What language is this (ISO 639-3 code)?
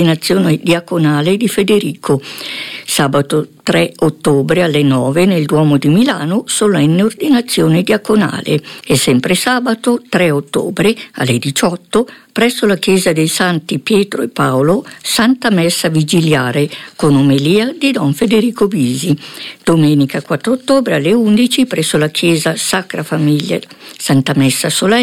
ita